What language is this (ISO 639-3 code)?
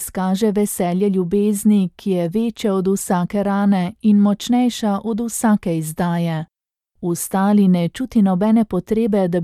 slv